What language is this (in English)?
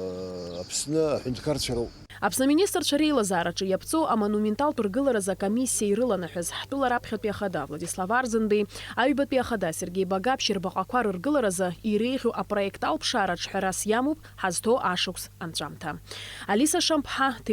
Abkhazian